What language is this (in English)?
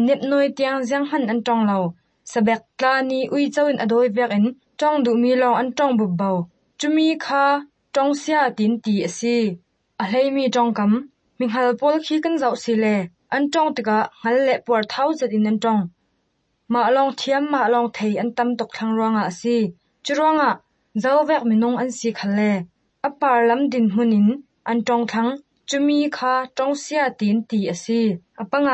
Hakha Chin